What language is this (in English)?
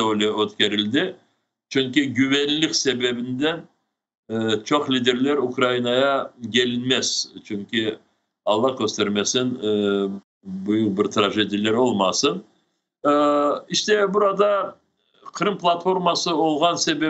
Crimean Tatar